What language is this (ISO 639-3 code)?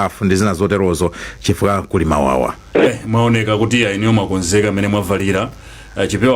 nya